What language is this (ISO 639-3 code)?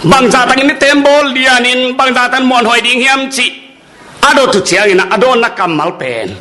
ctd